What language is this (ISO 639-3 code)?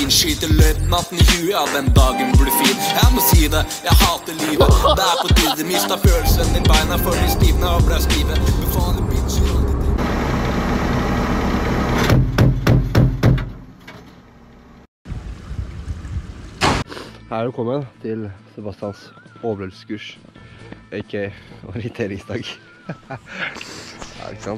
nor